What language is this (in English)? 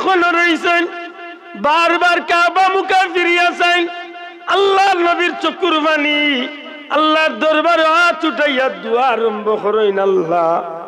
Sylheti